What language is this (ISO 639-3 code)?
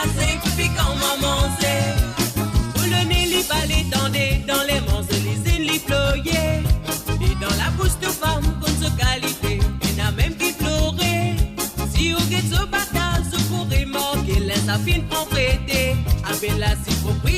mfe